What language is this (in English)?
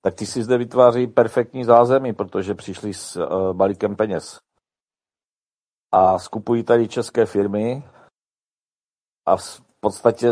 Czech